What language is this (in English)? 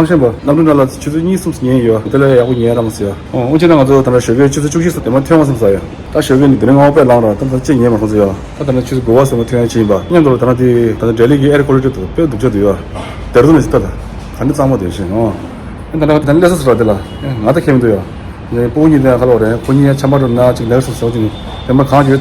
Tibetan